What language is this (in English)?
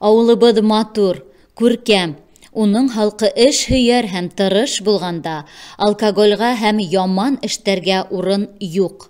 Bashkir